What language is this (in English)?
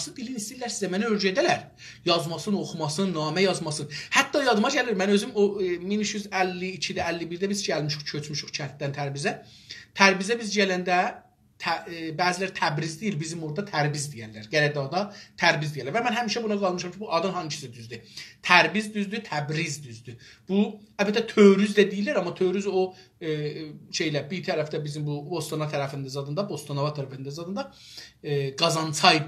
South Azerbaijani